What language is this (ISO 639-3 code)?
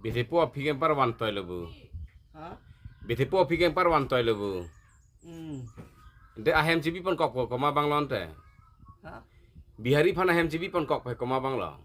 mjw